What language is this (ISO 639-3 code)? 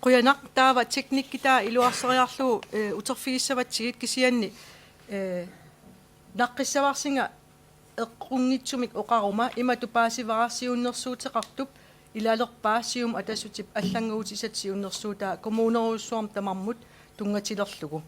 kal